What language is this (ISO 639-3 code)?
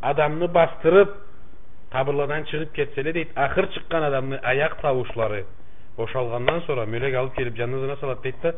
krc